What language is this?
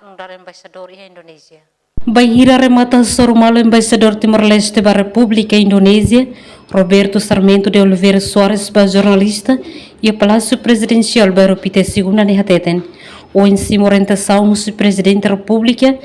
Tetum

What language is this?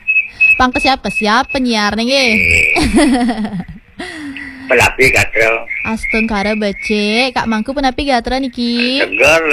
Balinese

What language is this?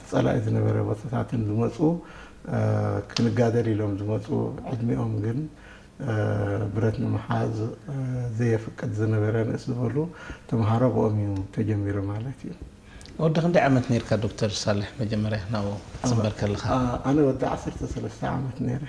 Tigrinya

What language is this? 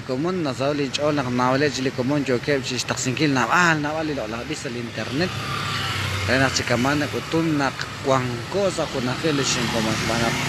Kekchí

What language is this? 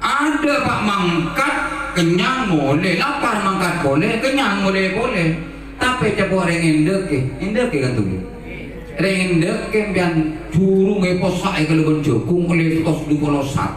Madurese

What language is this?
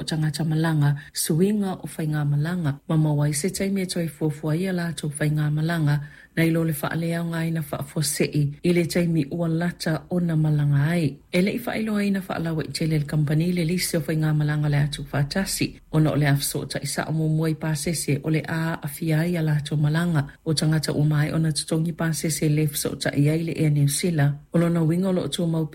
Samoan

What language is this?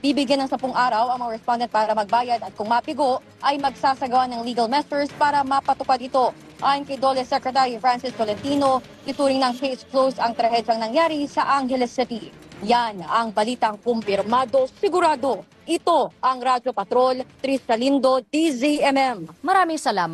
Filipino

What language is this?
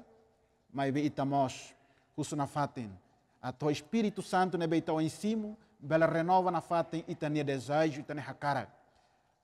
Tetum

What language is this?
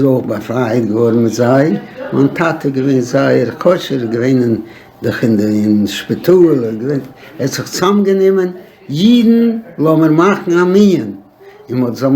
Yiddish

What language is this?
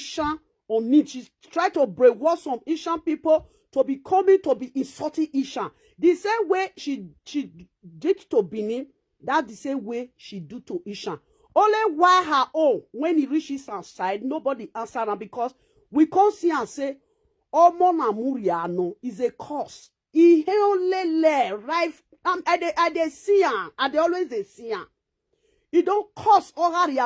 Nigerian Pidgin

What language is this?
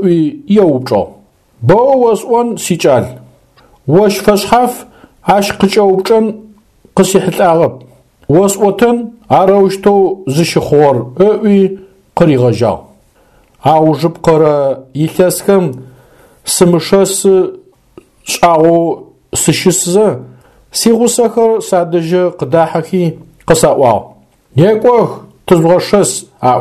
Adyghe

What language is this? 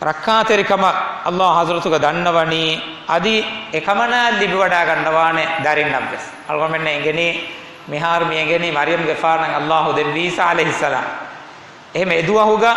Divehi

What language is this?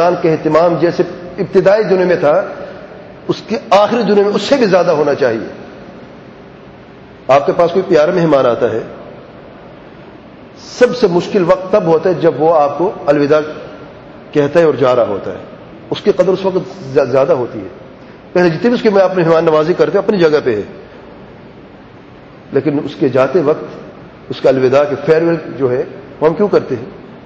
Urdu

